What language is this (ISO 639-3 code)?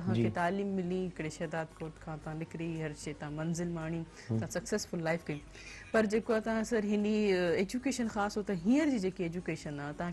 snd